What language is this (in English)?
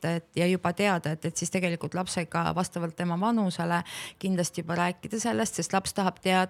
Estonian